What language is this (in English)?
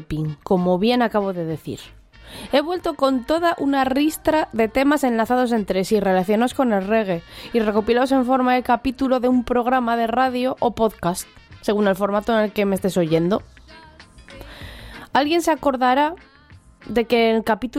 Spanish